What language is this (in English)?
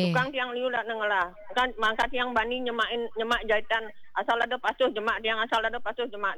Balinese